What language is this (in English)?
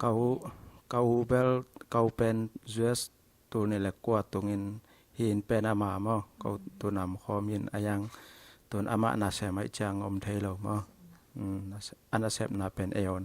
Tedim Chin